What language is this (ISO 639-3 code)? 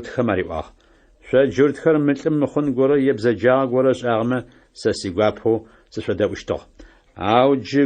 ady